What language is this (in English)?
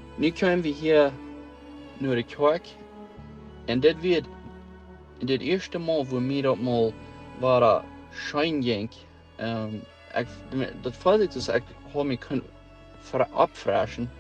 Plautdietsch